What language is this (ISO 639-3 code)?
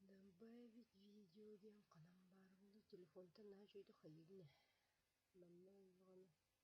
sah